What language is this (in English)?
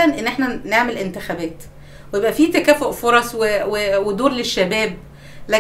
Egyptian Arabic